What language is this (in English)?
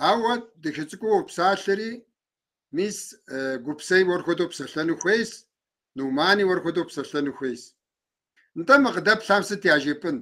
Kabardian